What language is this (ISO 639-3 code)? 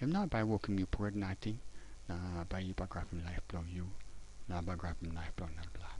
tpi